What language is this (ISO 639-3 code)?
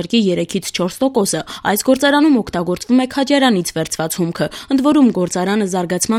hye